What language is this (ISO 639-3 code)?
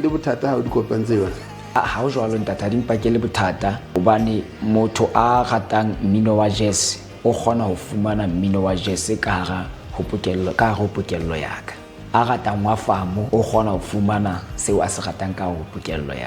sot